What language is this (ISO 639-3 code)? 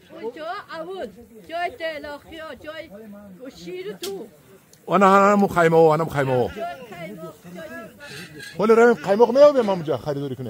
tgk